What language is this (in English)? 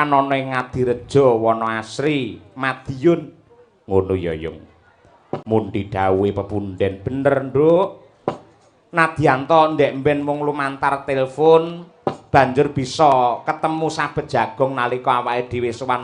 Javanese